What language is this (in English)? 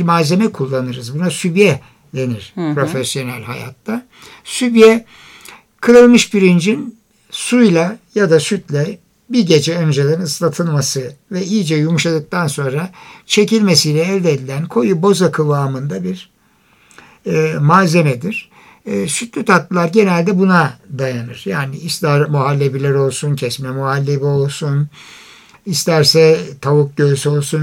Turkish